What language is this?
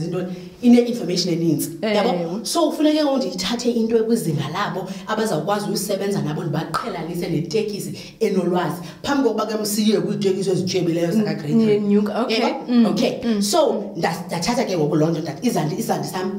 Xhosa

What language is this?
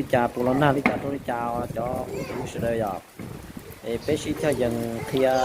Hmong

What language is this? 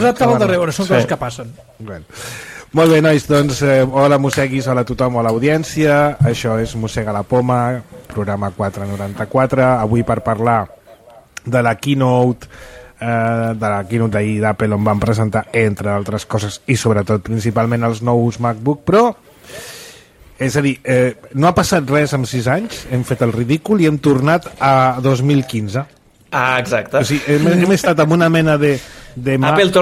Catalan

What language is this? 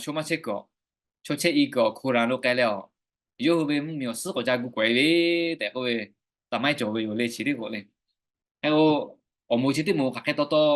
Lahu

